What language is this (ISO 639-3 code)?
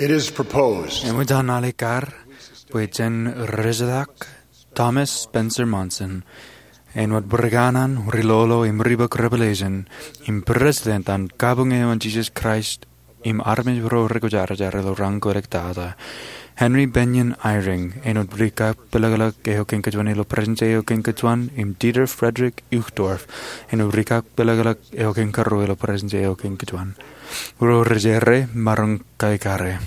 mah